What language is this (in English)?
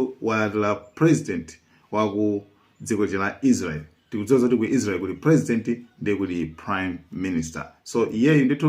Nyanja